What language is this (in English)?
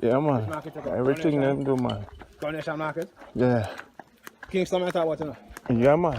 Jamaican Creole English